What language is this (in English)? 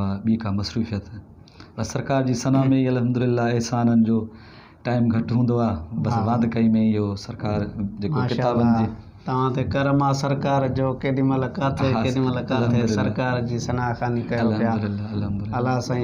Sindhi